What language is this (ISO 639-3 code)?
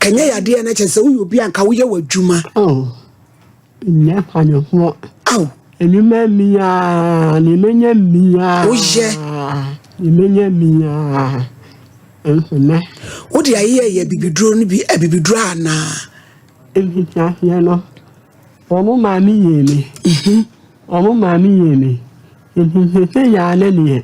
aka